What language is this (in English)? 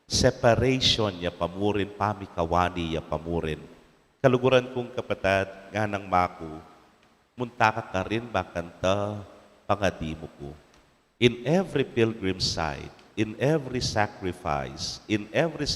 Pampanga